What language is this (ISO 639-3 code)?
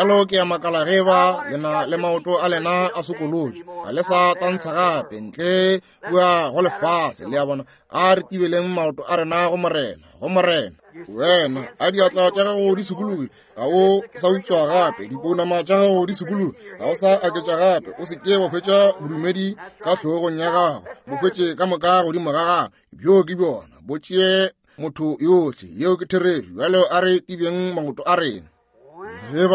nso